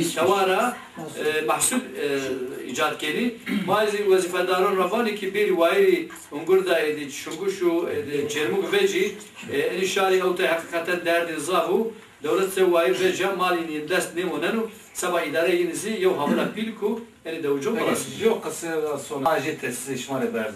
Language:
Zaza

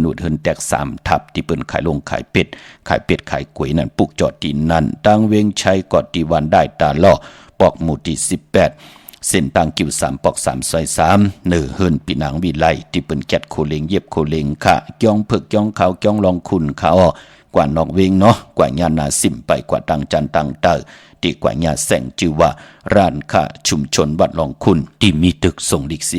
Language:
Shan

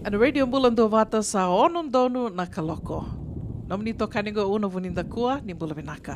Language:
Fijian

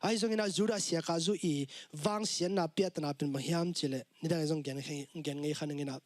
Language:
Tedim Chin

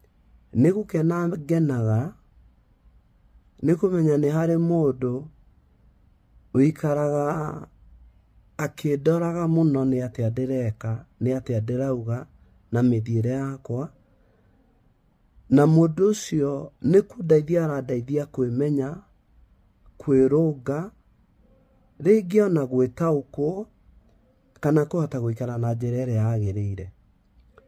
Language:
Kikuyu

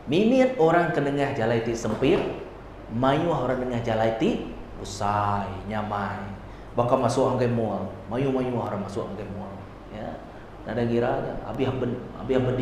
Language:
Iban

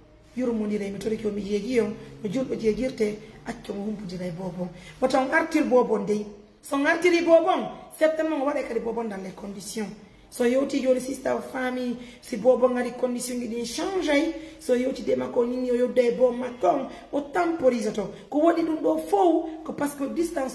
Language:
Pular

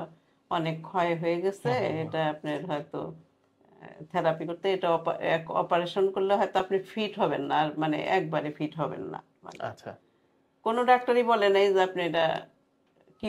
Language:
Bangla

